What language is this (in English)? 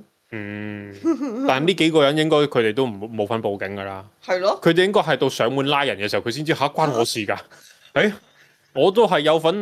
Cantonese